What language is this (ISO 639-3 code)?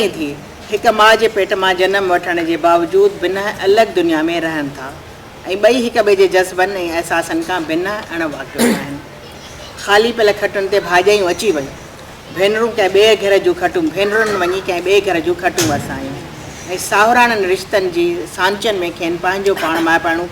snd